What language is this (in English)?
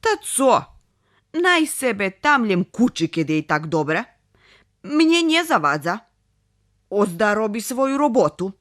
Rusyn